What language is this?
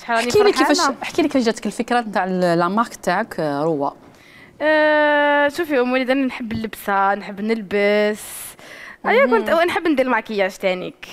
Algerian Arabic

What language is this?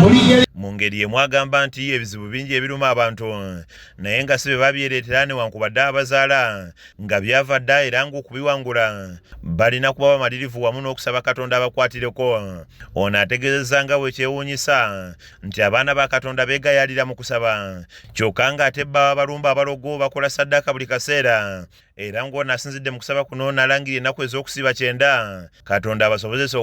Ganda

